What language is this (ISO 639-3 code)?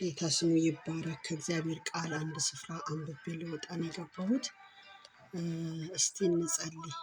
amh